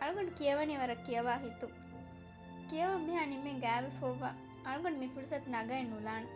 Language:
Divehi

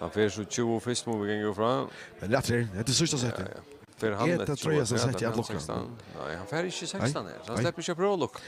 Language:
Faroese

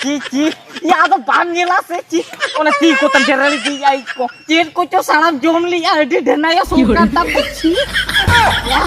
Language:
Santali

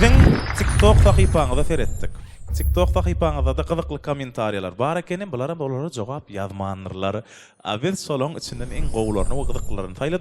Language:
Turkmen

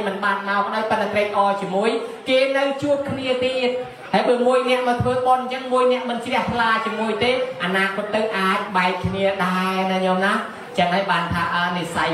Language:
Khmer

